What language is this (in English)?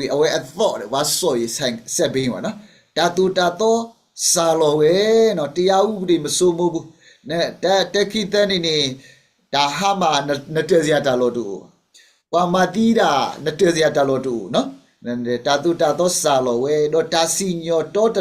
S'gaw Karen